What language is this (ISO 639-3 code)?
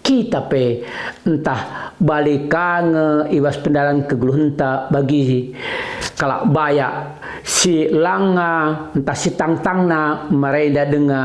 btx